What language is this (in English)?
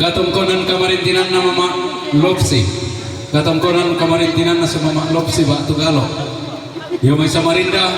Toraja-Sa'dan